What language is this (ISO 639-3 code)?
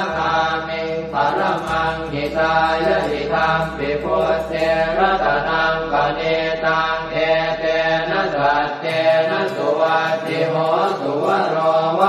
pli